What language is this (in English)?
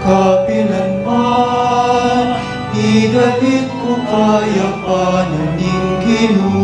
Pampanga